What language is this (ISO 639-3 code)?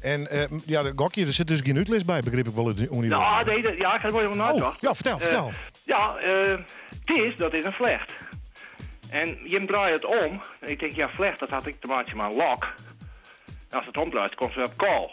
fry